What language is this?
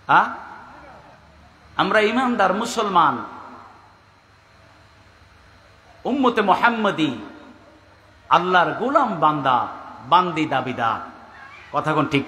Bangla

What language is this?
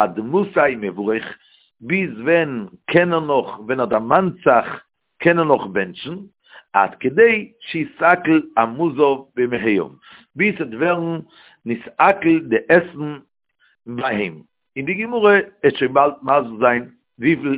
Yiddish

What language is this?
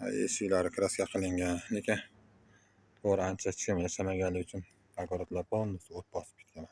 Uzbek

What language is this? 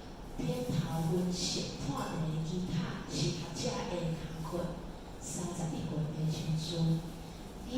Min Nan Chinese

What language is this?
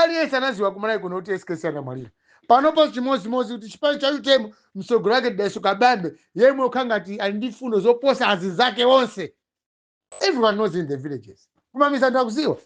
Nyanja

